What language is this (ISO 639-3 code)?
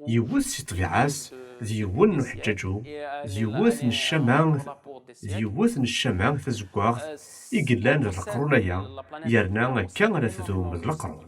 kab